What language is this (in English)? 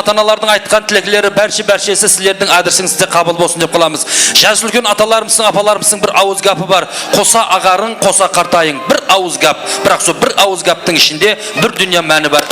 Kara-Kalpak